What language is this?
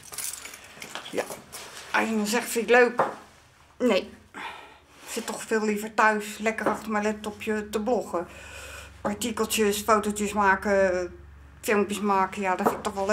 Dutch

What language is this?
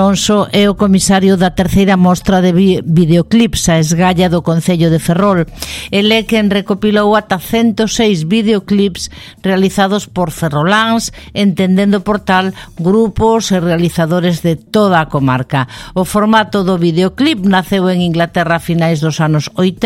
Galician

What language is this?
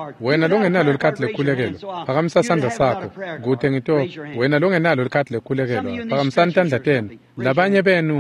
Swati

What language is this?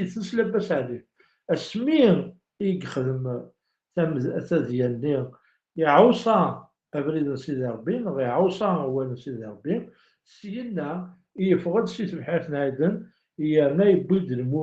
Kabyle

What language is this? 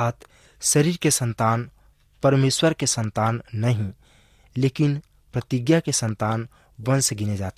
Chhattisgarhi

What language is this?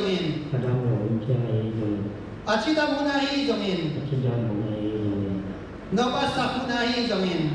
Tedim Chin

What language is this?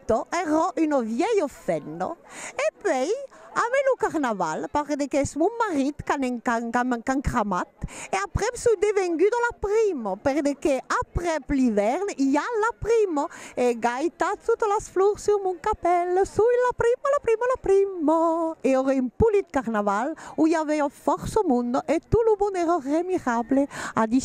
Occitan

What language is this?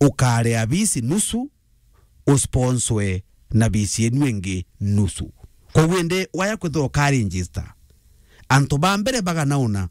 Meru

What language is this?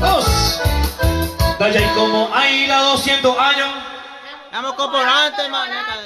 Guarani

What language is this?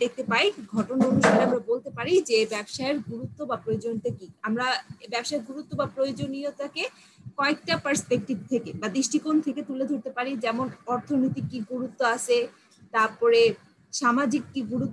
Bangla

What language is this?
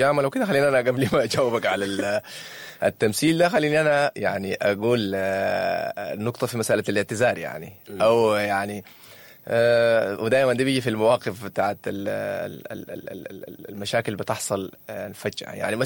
Sudanese Arabic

